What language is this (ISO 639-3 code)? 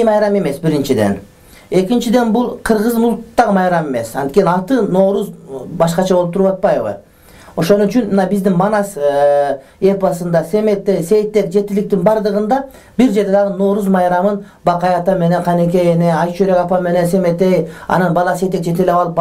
kir